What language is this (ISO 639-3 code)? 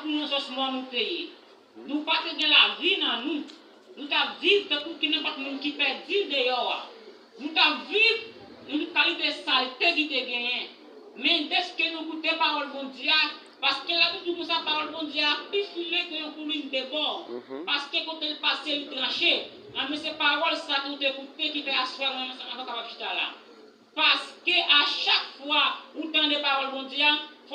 hat